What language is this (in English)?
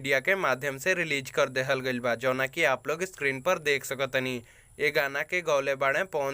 Bhojpuri